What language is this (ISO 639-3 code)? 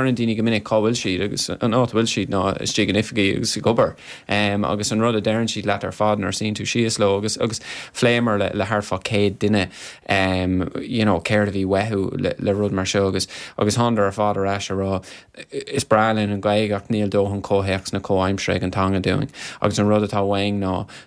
gle